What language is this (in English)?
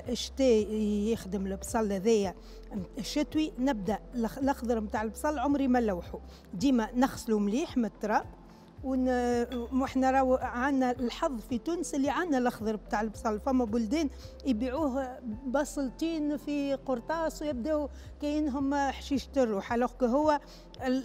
Tunisian Arabic